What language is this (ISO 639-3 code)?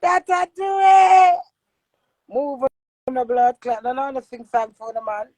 jam